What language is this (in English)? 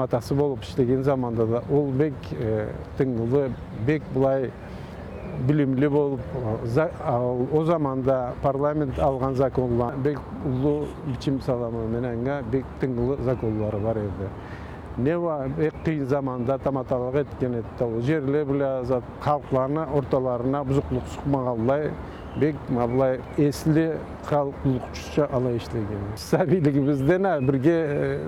Karachay-Balkar